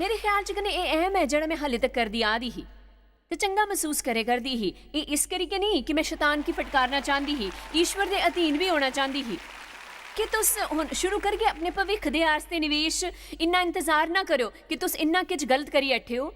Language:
Dogri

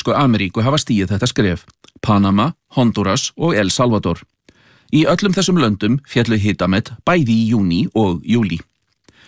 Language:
Icelandic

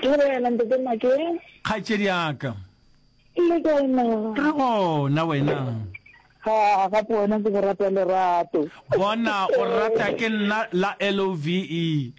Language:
Northern Sotho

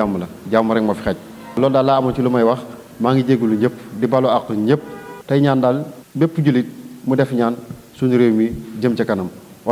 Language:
Wolof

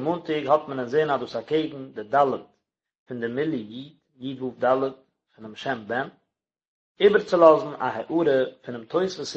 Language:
Yiddish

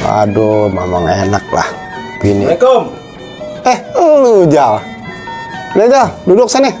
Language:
Betawi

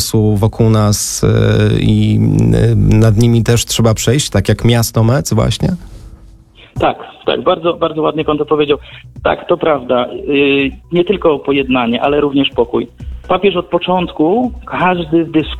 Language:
Polish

